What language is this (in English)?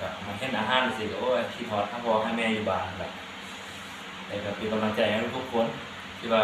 Lao